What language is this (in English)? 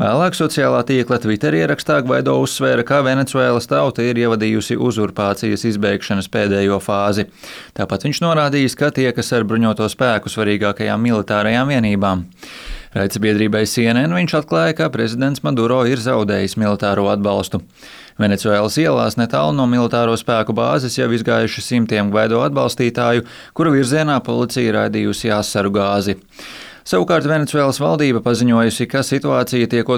Latvian